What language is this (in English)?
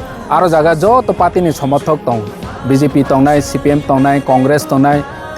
Kok Borok